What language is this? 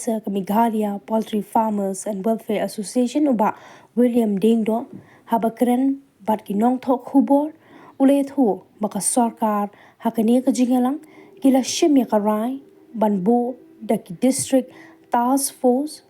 Khasi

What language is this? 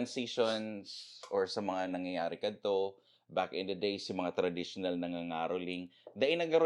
Bikol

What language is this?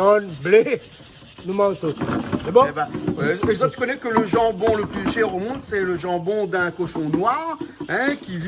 Réunion Creole French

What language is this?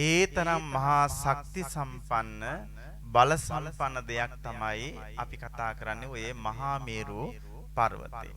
Sinhala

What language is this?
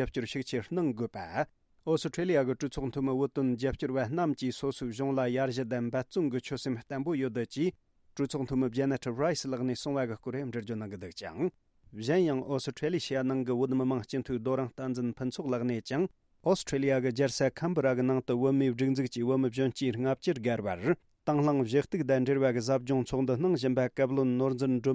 Tibetan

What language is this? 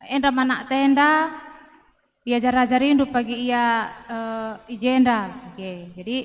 Batak Karo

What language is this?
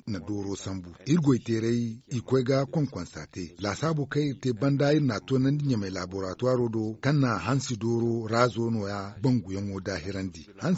Zarma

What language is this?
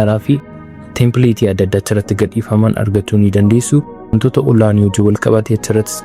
Oromo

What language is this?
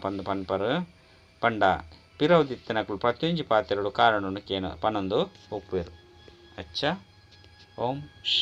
Tulu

